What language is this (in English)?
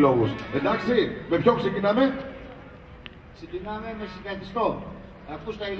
Greek